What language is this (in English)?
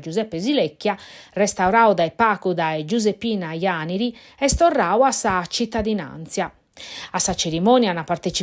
Sardinian